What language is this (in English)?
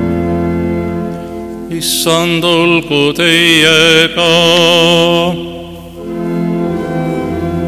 Estonian